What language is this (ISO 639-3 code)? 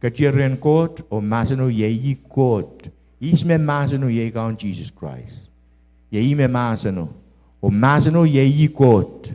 pon